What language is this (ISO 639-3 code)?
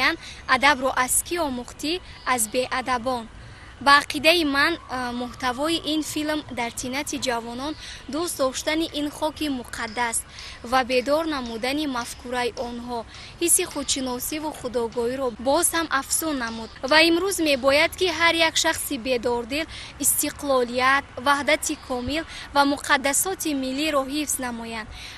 tgk